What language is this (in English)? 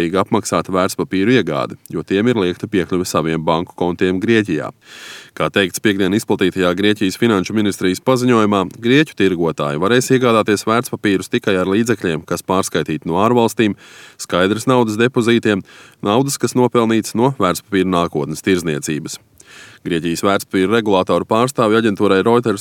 Latvian